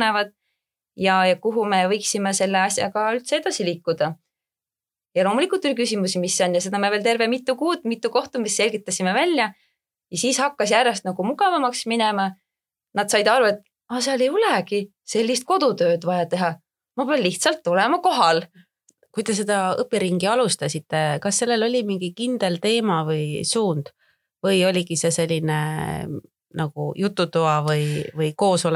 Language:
Estonian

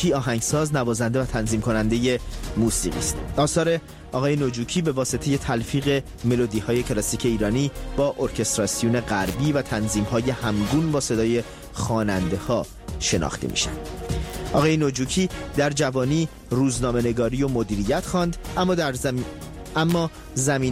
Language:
Persian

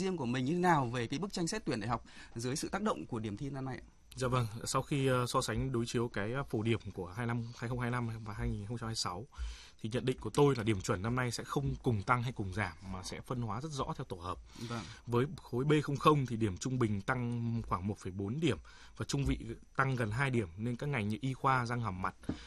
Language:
Vietnamese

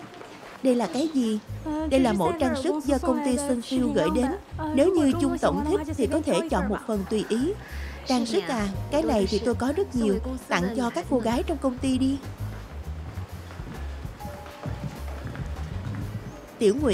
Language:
Vietnamese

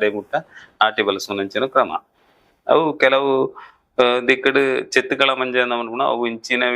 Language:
Tulu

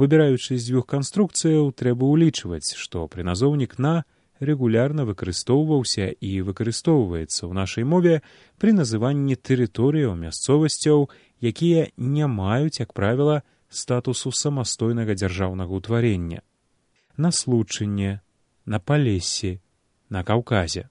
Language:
Belarusian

